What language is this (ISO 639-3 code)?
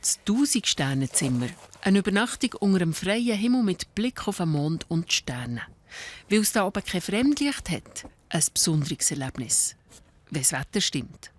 gsw